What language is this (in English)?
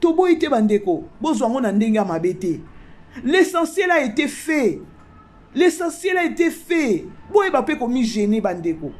Lingala